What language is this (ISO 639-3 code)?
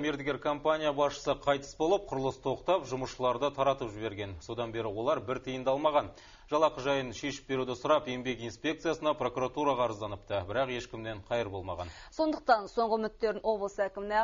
kir